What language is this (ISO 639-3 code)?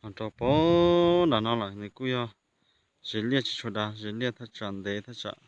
hmn